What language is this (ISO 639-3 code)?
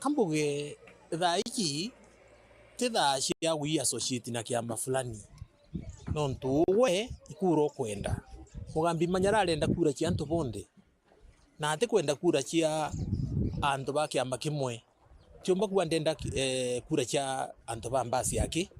mer